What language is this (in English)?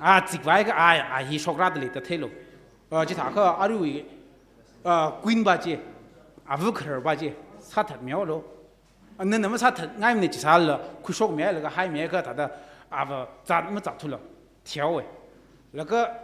Tangkhul Naga (India)